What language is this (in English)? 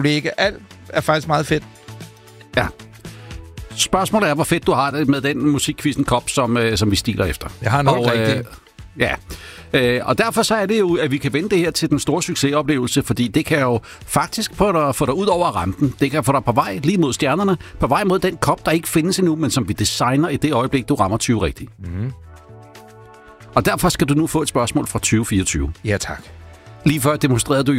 Danish